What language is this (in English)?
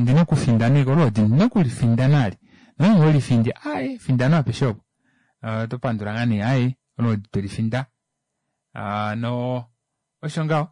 Kuanyama